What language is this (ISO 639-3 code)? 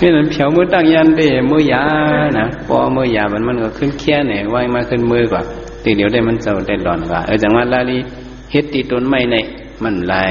shn